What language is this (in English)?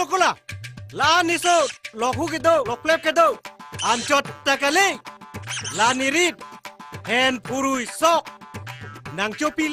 Karbi